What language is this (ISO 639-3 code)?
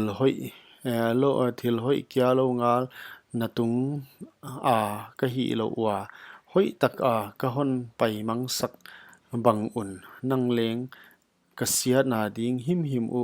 pck